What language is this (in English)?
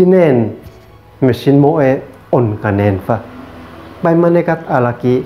Uab Meto